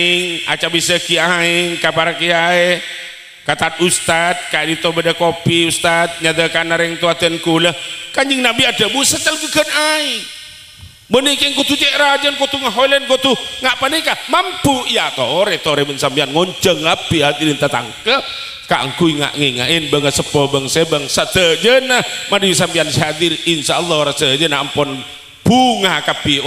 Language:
Madurese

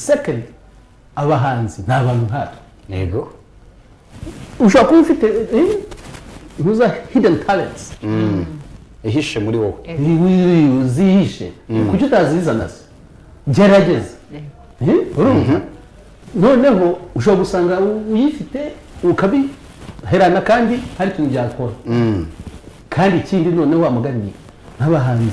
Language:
Kinyarwanda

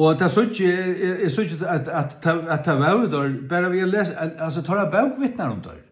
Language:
Faroese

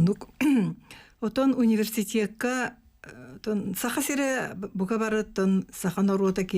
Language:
Yakut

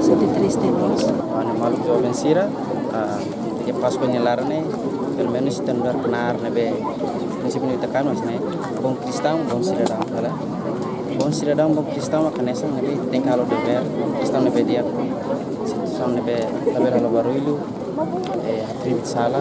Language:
Tetum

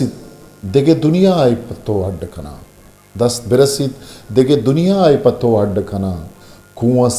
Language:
Eastern Balochi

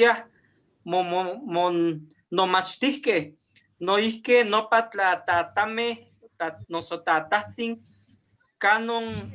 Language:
Eastern Huasteca Nahuatl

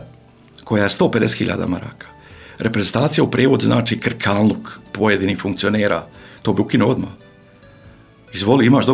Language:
Bosnian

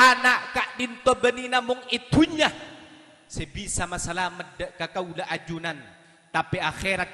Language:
Madurese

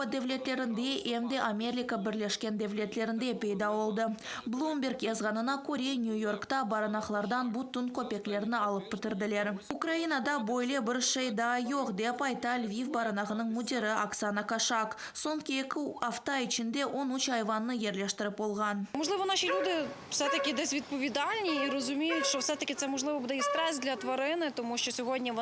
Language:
Crimean Tatar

